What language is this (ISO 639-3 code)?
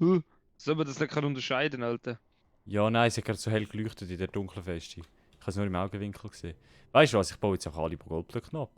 gsw